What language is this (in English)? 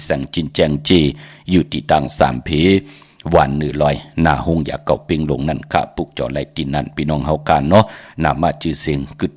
Shan